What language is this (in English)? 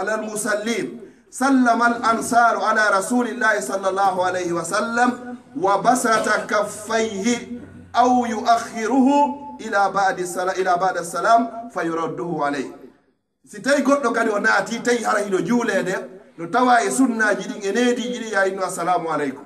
Pular